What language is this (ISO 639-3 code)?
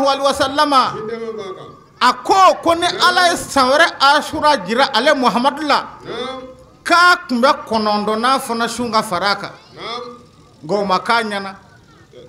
bam